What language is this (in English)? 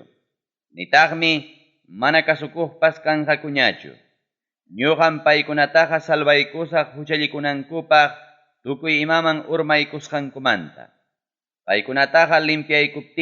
Ayacucho Quechua